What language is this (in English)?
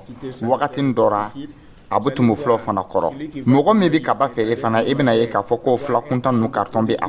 Dyula